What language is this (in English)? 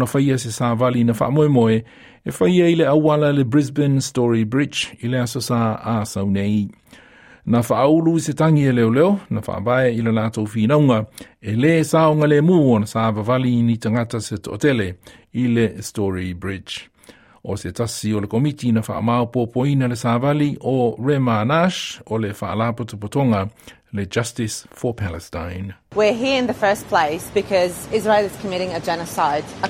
Samoan